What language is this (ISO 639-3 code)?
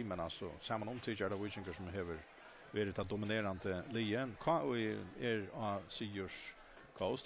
fao